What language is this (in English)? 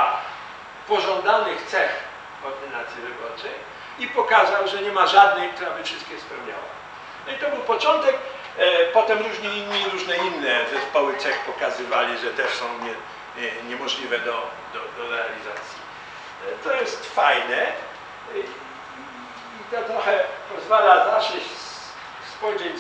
Polish